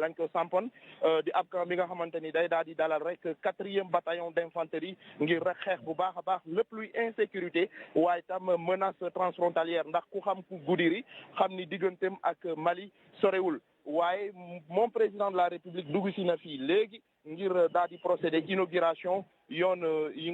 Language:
Wolof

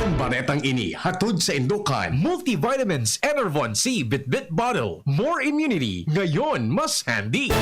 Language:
Bikol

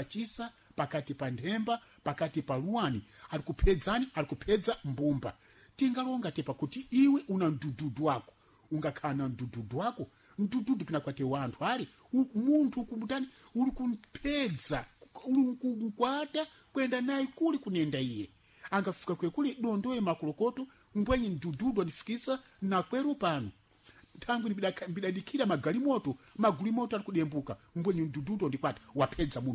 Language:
Sena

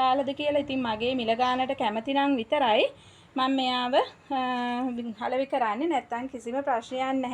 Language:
Sinhala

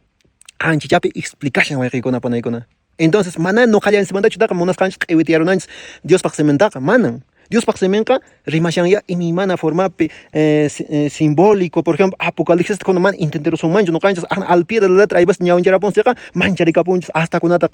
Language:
Quechua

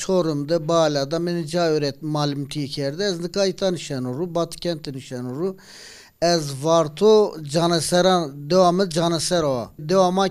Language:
Zaza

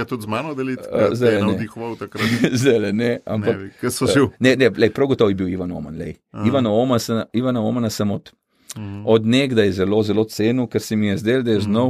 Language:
Slovenian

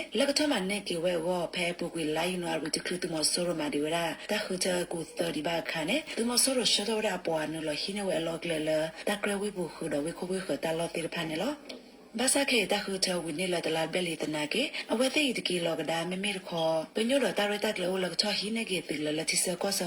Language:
S'gaw Karen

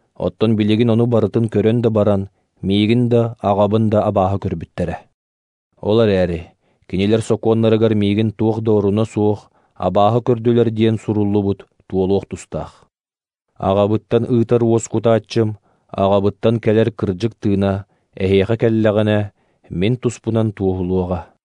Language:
Yakut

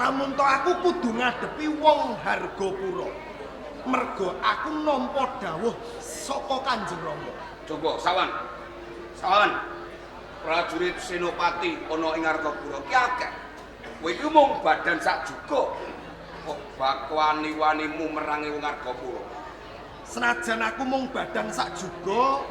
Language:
Javanese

